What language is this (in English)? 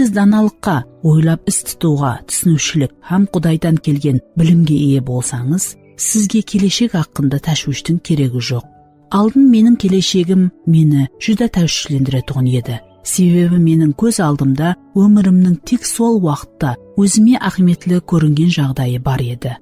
Kara-Kalpak